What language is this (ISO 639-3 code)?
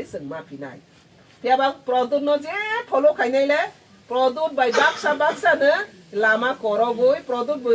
trp